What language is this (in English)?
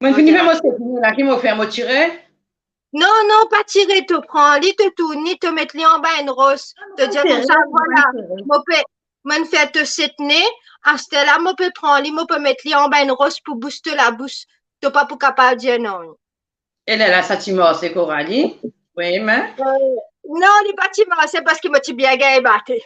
Morisyen